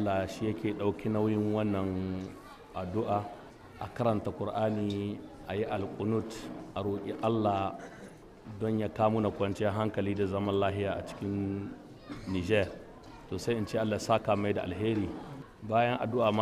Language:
Hausa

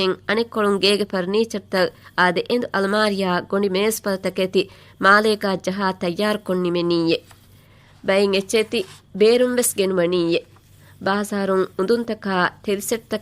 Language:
Divehi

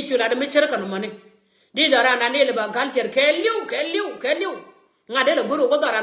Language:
Nuer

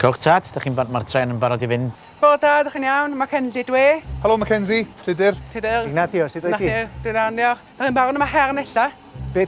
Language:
Welsh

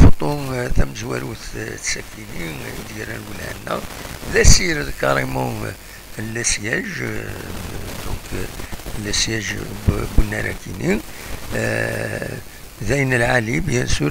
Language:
Kabyle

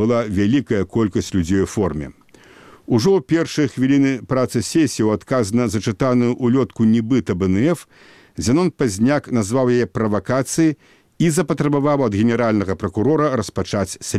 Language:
Belarusian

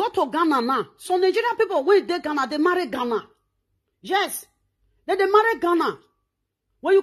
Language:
Nigerian Pidgin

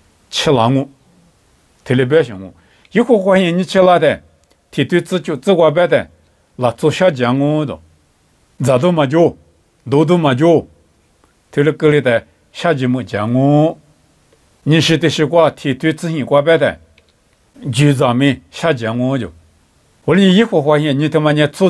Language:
Lisu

